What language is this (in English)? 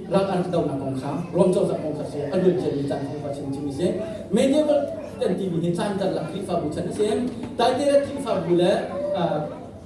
Hakha Chin